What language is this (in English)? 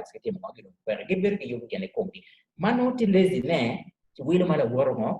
Acoli